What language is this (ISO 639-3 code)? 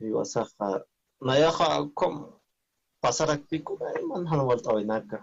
aym